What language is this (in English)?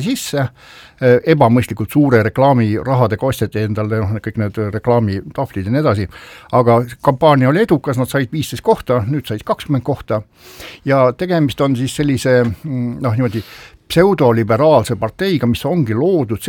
Estonian